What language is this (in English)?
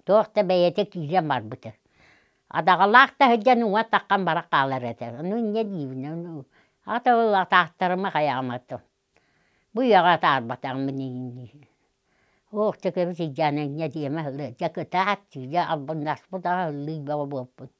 Yakut